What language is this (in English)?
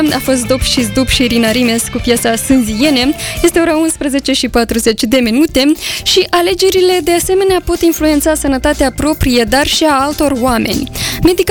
Romanian